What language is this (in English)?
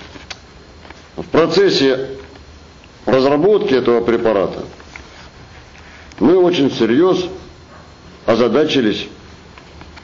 Russian